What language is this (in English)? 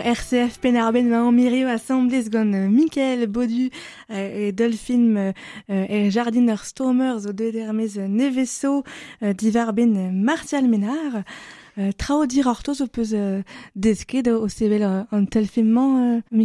Breton